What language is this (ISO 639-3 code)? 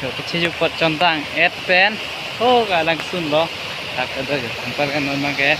mjw